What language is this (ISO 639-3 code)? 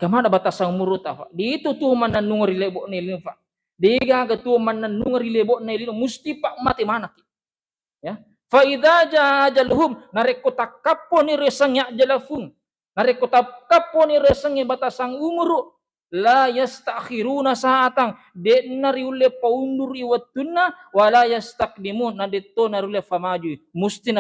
bug